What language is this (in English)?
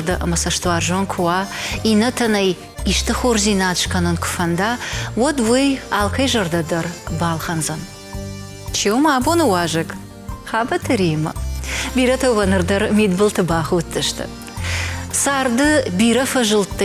Ossetic